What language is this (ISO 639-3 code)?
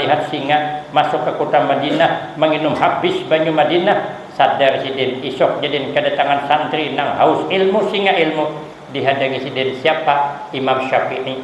bjn